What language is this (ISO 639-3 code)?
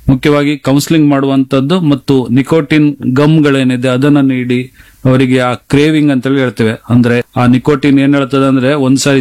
kan